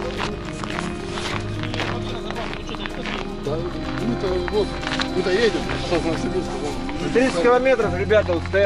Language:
Russian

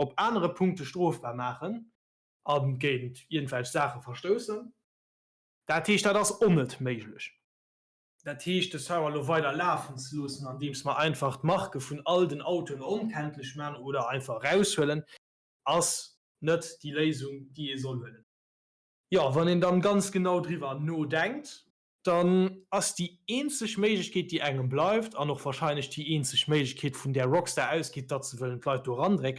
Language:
Luxembourgish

